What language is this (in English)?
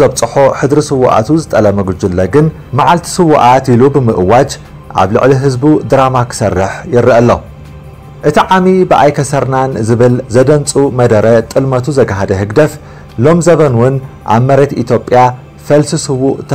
Tigrinya